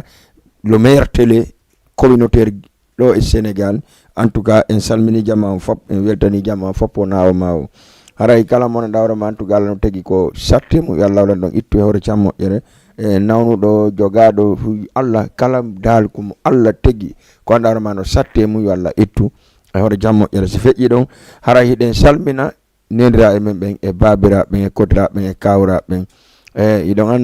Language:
Fula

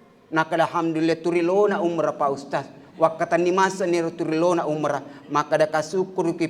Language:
Buginese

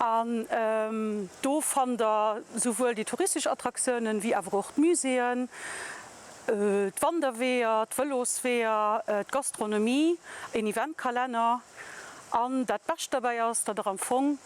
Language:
Luxembourgish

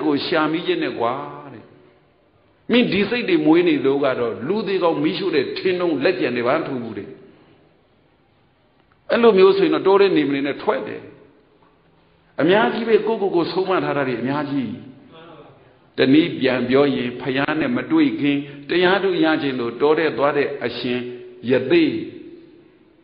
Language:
Burmese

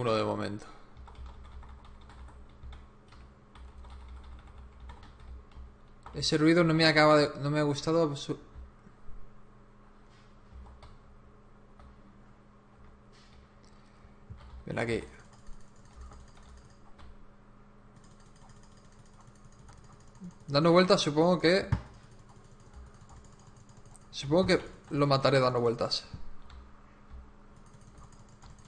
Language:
Spanish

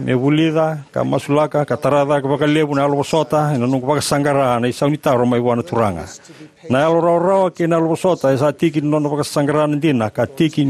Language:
Fijian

